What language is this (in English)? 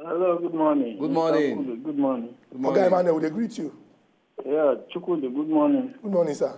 Nigerian Pidgin